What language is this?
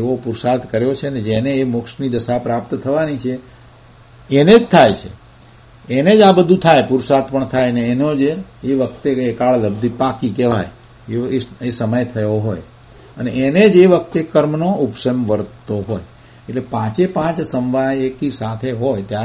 Gujarati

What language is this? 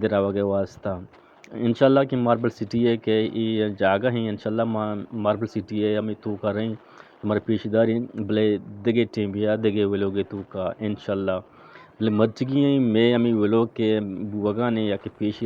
Eastern Balochi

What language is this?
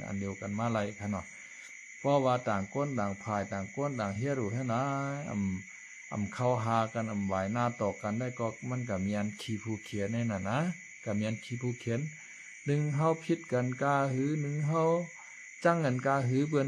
Shan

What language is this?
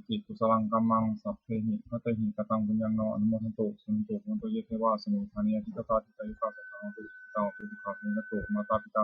Pali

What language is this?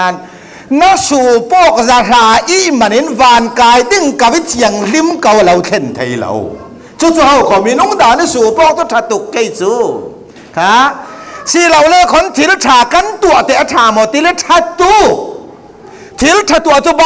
Falam Chin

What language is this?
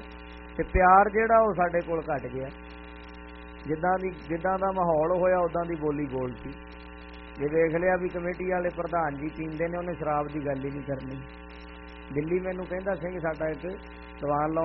Punjabi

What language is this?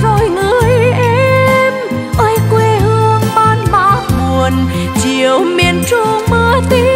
Vietnamese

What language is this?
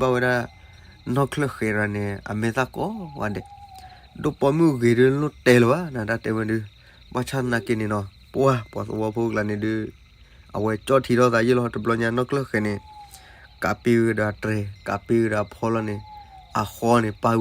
S'gaw Karen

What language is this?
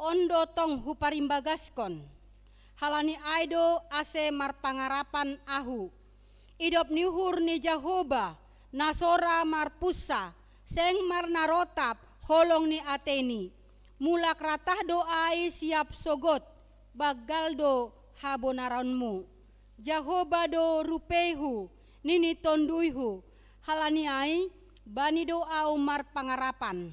Batak Simalungun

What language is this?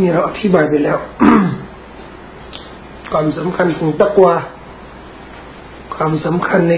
Thai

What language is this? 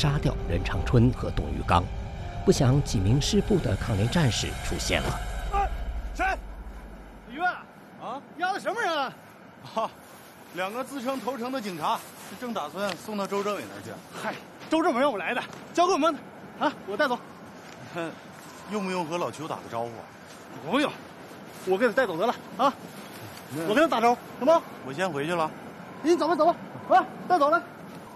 Chinese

